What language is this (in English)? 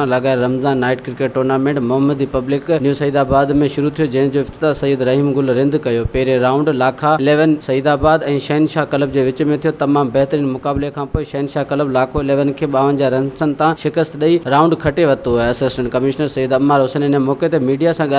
Sindhi